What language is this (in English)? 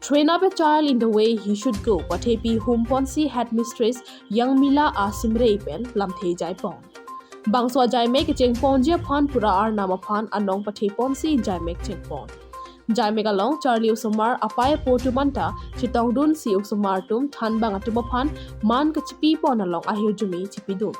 Karbi